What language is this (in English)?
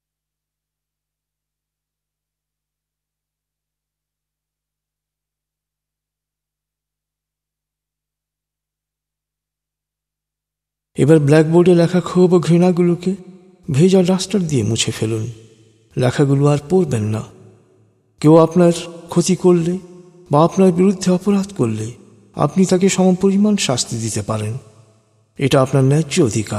Bangla